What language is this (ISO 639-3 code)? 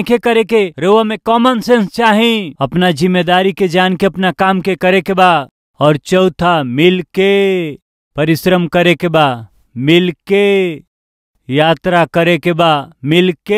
bho